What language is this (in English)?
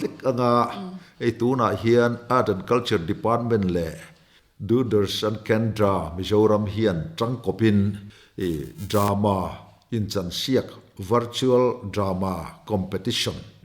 Mizo